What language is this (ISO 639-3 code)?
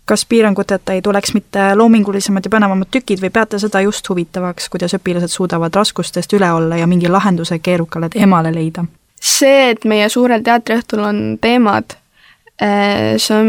est